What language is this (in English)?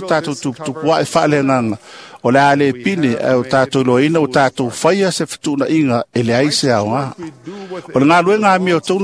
Samoan